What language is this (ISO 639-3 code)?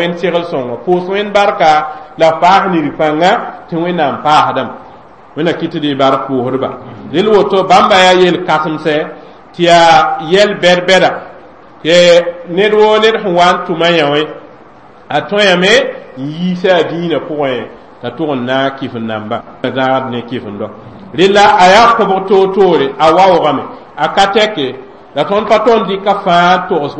mos